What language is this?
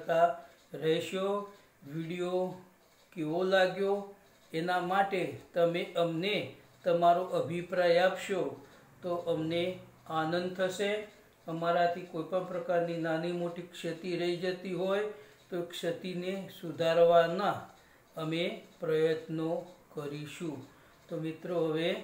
Gujarati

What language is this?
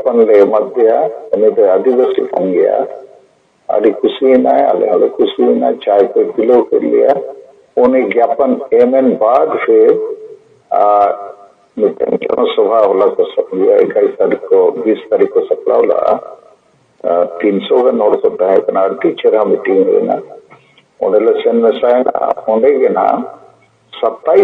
Santali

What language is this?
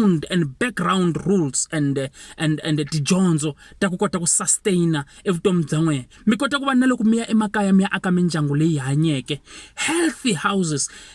Tsonga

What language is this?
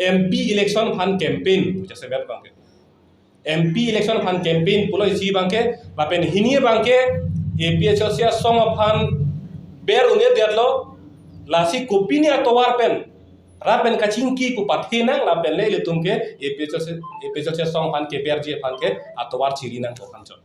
Karbi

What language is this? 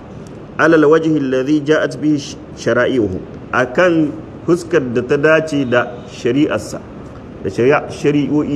Hausa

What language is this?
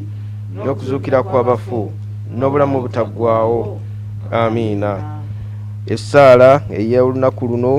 Ganda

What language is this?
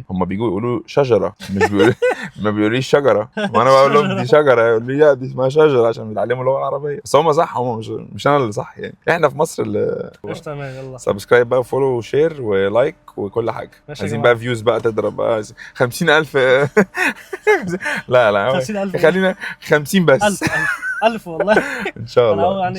Egyptian Arabic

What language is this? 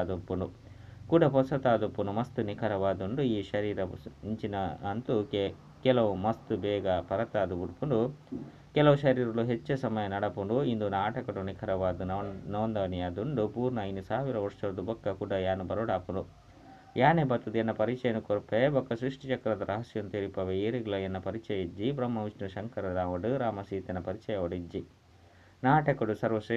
Tulu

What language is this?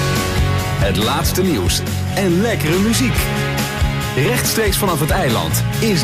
Dutch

